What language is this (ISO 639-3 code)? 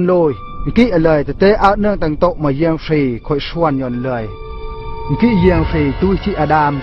bru